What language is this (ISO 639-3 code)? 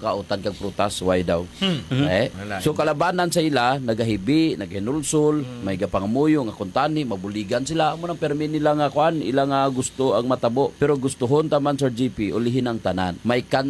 hil